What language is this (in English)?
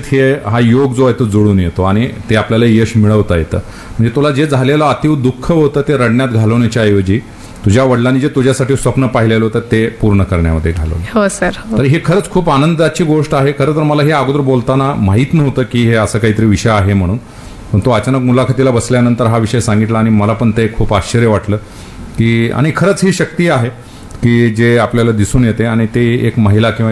Marathi